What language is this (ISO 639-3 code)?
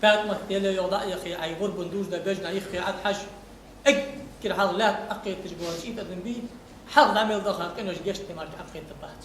inh